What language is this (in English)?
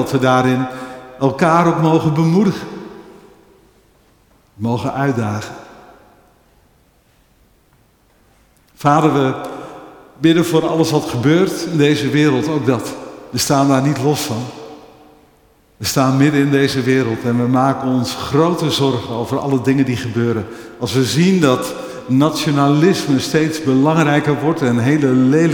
Dutch